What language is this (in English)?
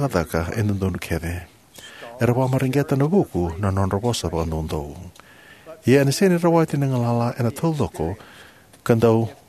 Fijian